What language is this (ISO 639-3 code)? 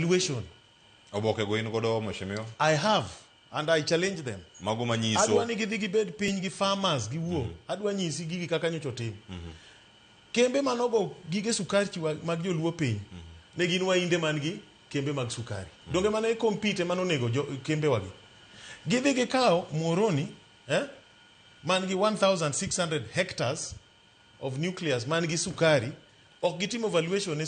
luo